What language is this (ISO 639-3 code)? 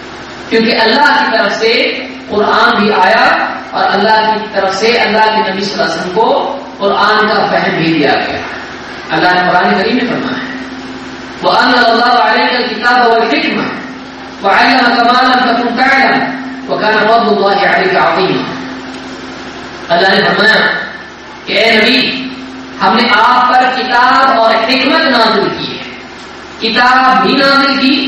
urd